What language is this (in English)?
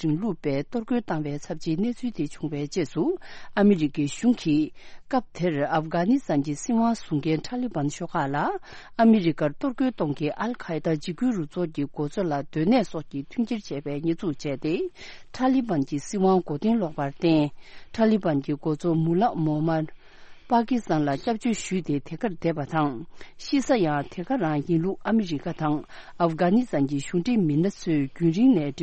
Tibetan